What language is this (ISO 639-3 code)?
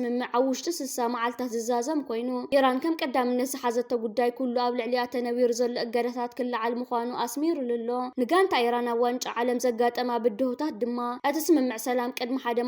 tir